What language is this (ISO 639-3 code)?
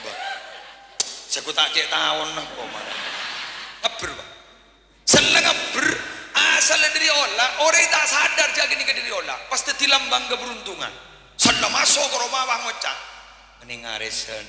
mad